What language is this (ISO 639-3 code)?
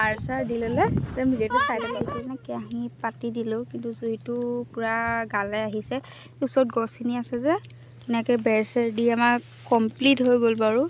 asm